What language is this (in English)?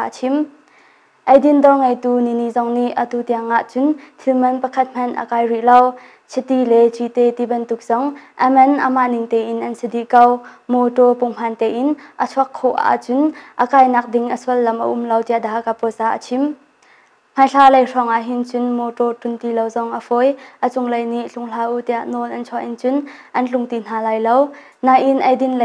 Hakha Chin